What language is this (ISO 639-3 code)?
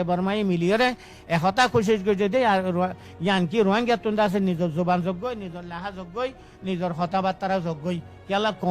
rhg